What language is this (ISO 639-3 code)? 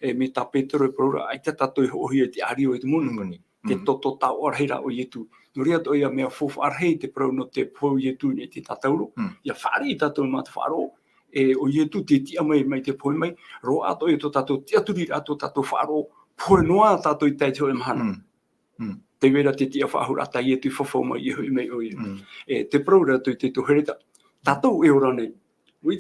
tah